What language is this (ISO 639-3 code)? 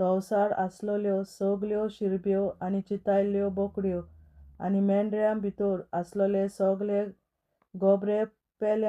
kok